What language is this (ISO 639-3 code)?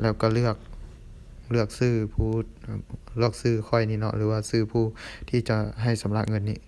lao